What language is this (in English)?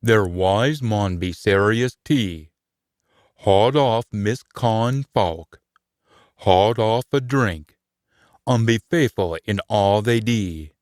Scots